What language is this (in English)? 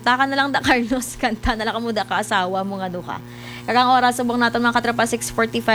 Hiligaynon